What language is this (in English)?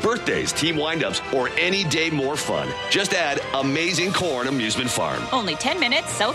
English